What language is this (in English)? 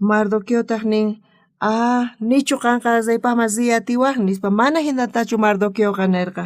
South Bolivian Quechua